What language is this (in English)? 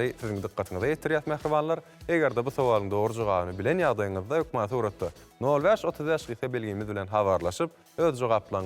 Turkmen